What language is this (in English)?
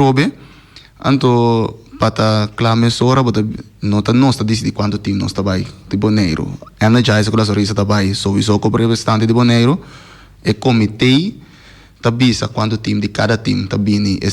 Papiamento